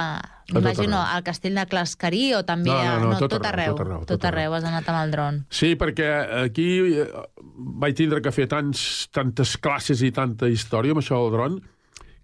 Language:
Catalan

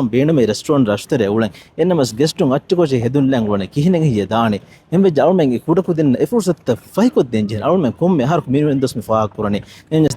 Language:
Divehi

